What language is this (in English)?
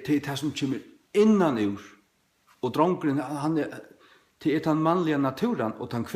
Faroese